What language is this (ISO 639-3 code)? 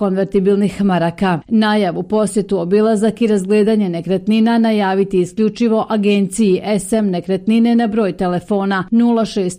bos